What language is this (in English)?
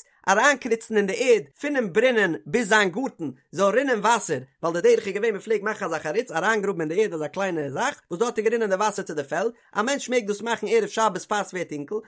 Yiddish